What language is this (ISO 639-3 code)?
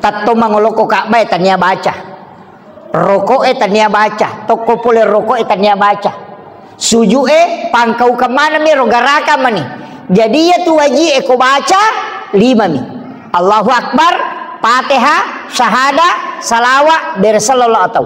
bug